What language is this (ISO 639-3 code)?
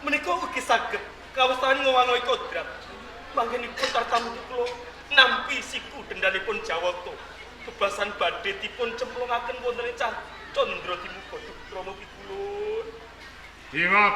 jav